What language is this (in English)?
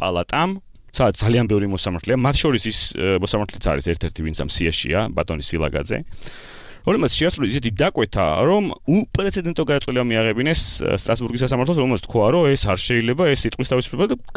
Georgian